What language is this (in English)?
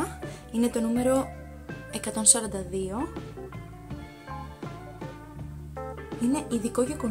Greek